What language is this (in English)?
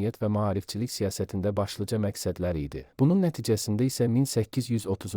Azerbaijani